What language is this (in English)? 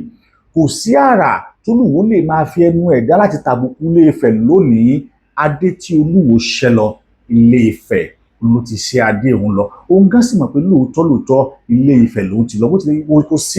Yoruba